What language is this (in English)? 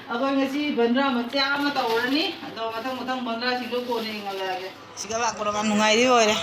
Manipuri